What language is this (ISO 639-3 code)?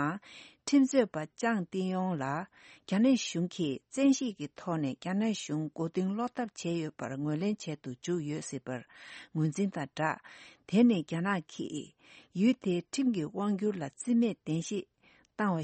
bod